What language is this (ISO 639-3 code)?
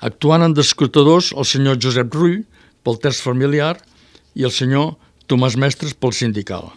cat